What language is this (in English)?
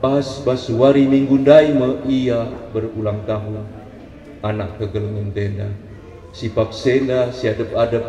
Batak Karo